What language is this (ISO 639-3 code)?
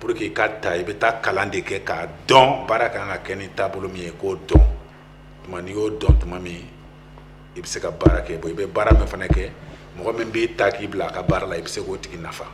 bam